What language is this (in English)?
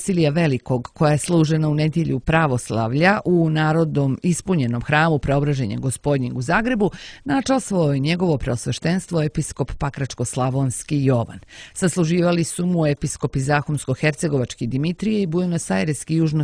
Serbian